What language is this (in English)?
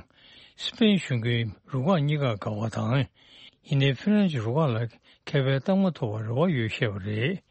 Tibetan